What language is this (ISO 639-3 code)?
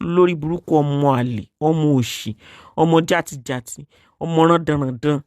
yor